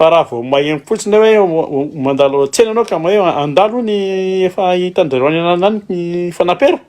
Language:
Malagasy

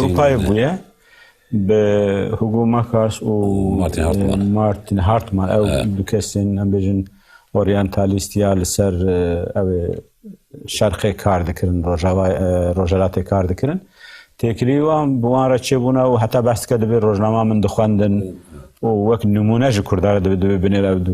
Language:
Kurdish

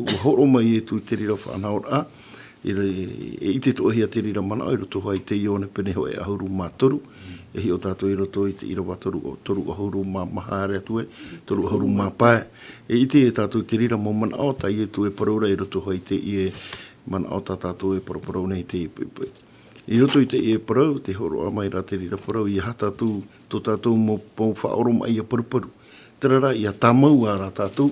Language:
Tahitian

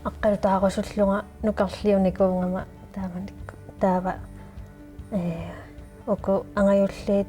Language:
Kalaallisut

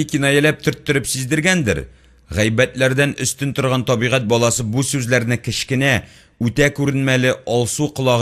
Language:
Tatar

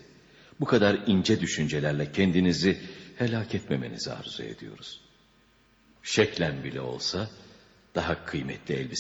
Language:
Turkish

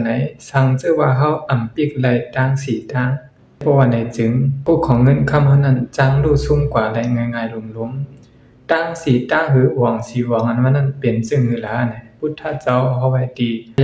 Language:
Shan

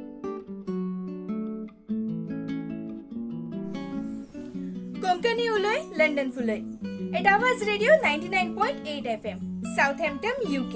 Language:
Konkani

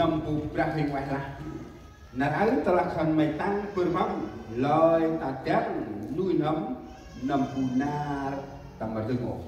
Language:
Central Mnong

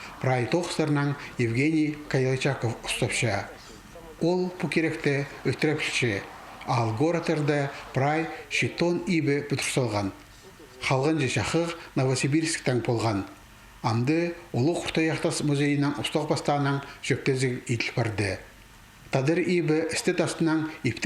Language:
Khakas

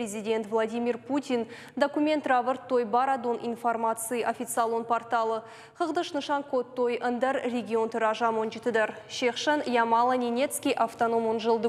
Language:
Ossetic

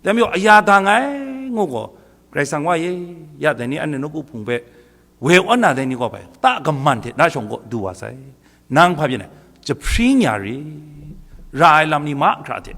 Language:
Kachin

